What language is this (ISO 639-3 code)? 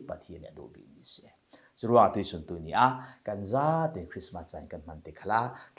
cfm